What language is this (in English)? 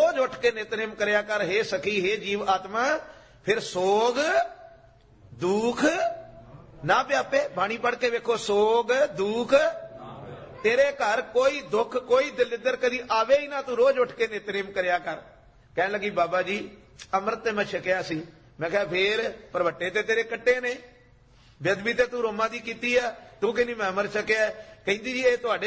Punjabi